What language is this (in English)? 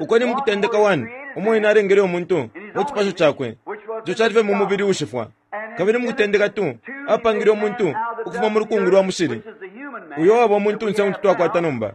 Bemba